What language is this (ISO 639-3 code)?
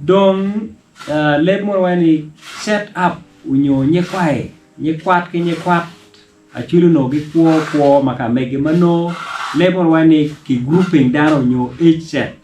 ach